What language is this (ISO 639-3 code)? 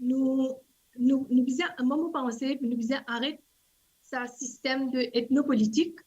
mfe